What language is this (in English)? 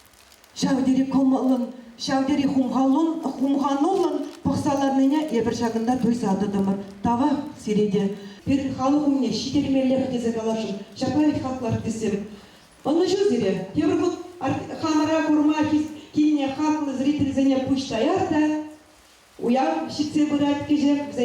Chuvash